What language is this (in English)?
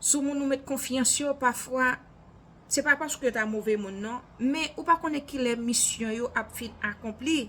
Haitian Creole